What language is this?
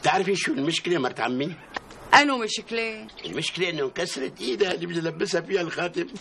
North Levantine Arabic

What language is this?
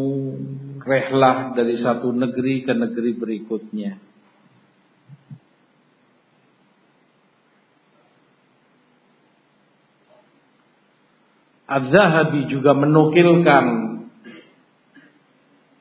Indonesian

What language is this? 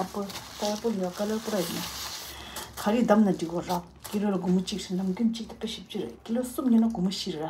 Tibetan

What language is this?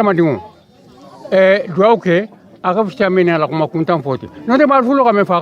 Bambara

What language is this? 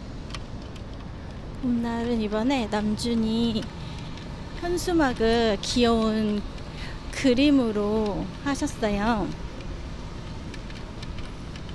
Korean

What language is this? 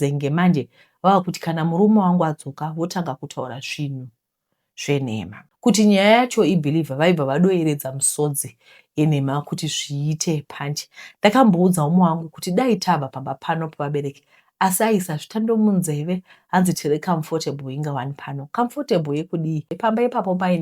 Shona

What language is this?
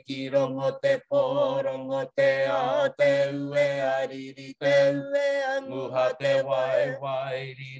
Māori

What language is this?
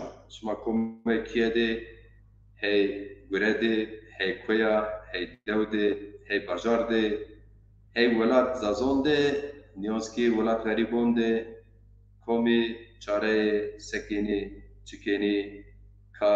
Zaza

